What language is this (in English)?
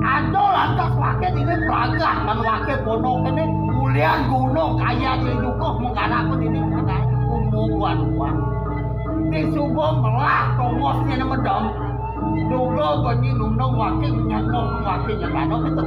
Balinese